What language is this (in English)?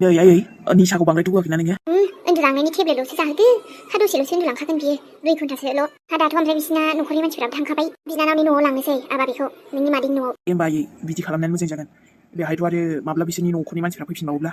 Bodo